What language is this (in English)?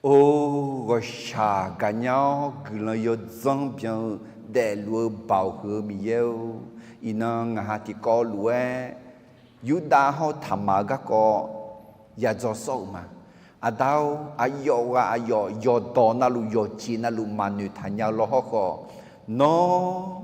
Akha